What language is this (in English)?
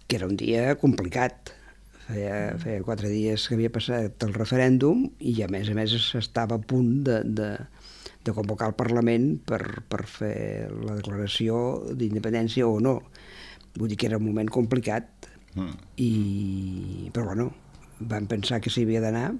Catalan